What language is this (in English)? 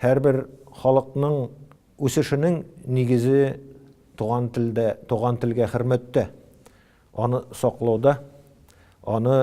Tatar